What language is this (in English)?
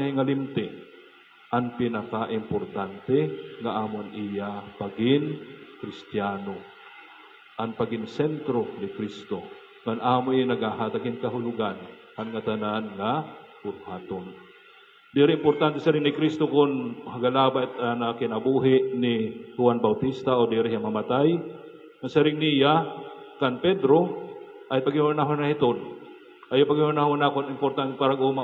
Waray